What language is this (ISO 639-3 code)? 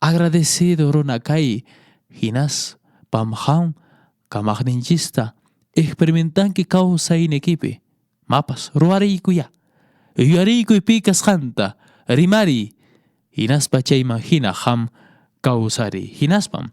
que